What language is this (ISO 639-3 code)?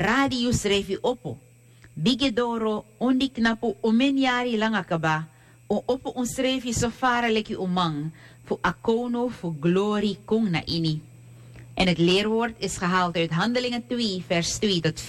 srn